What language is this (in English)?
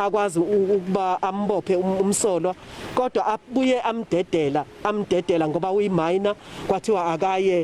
Zulu